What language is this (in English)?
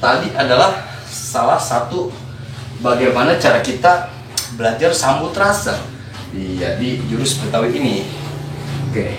Betawi